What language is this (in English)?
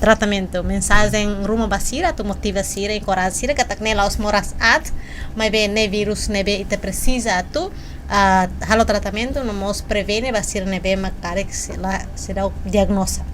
Tetum